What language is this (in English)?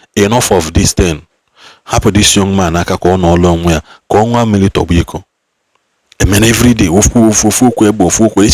Igbo